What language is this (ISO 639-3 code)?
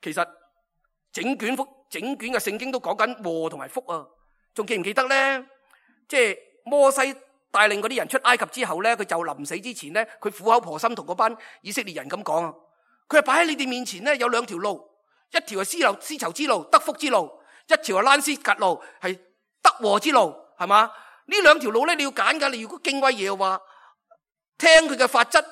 yue